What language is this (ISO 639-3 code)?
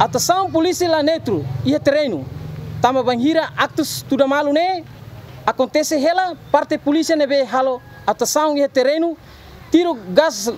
tet